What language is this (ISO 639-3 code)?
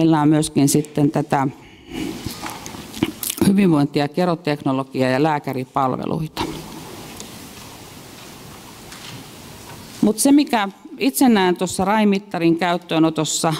fin